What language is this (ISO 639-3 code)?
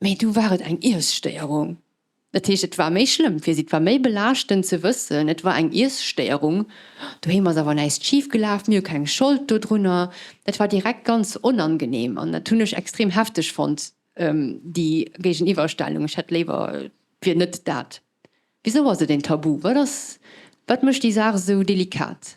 ltz